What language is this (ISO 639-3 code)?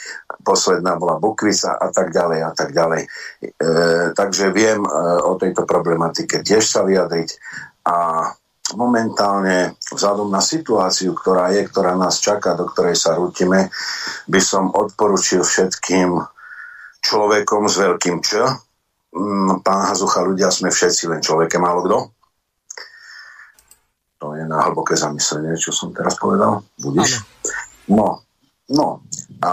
slk